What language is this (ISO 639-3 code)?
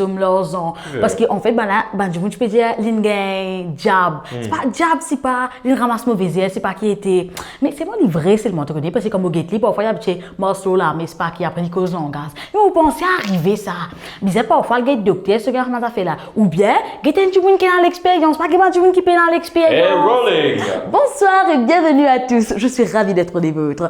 mfe